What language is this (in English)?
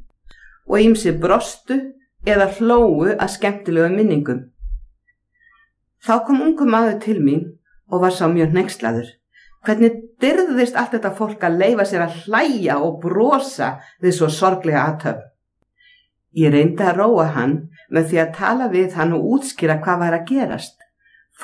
Icelandic